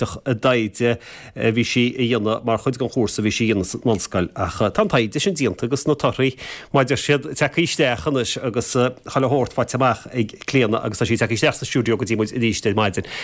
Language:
Irish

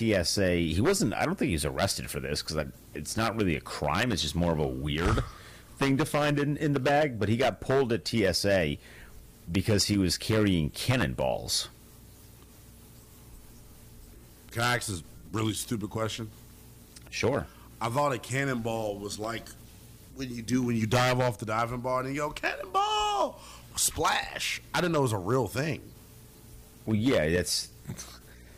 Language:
English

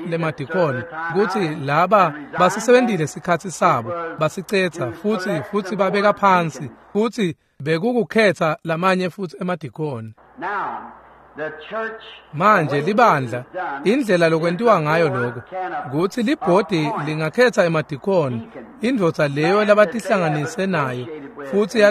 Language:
Swati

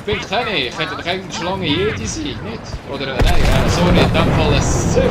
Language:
Swiss German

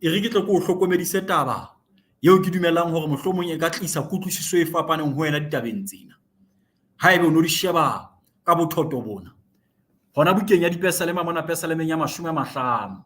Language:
Southern Sotho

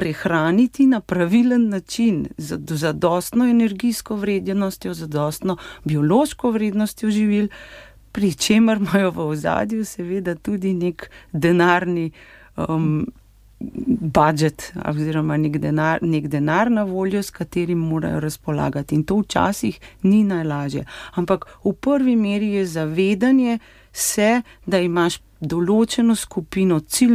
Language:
Slovenian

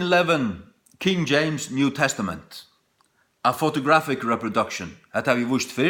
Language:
Faroese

